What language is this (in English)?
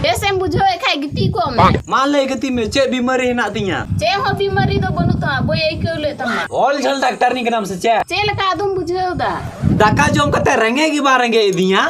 Santali